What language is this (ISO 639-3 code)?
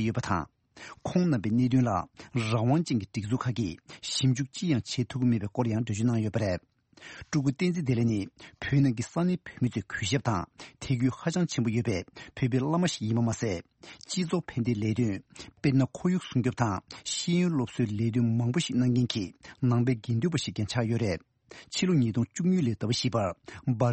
bod